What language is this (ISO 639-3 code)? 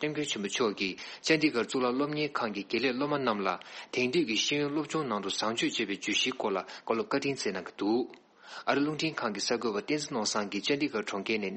bod